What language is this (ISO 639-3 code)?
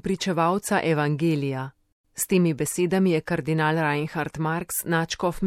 slv